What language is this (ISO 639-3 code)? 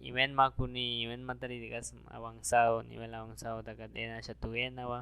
agr